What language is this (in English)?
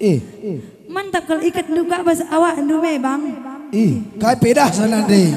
Batak Karo